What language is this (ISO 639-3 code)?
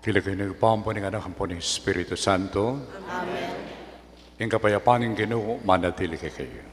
pam